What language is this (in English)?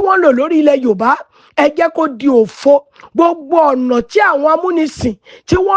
Yoruba